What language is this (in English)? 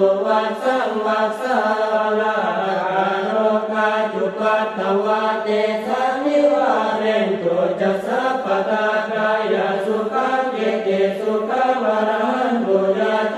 Pali